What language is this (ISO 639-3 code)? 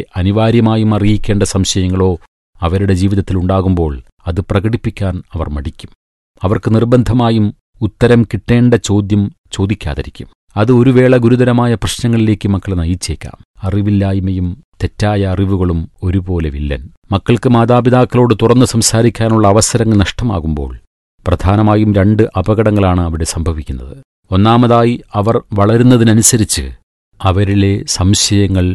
mal